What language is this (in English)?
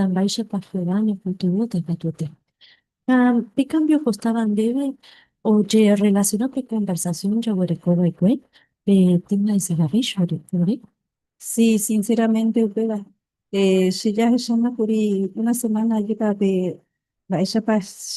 Guarani